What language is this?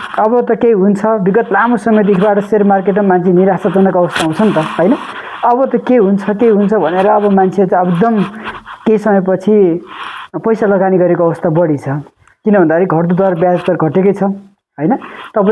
Nepali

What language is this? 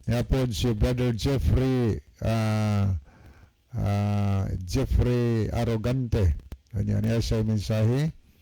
Cebuano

